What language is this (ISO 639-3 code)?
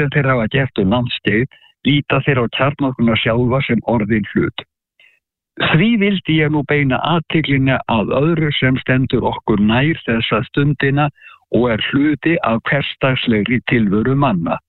isl